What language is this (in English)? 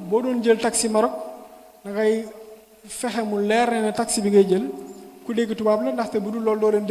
Wolof